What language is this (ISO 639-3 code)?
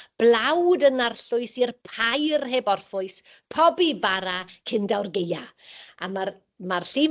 cym